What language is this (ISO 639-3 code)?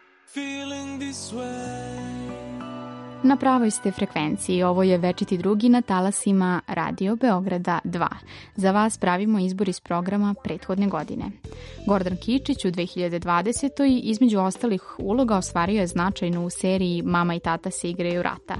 srp